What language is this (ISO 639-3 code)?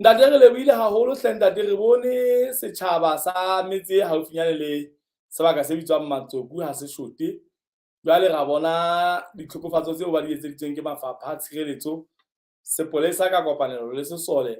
sot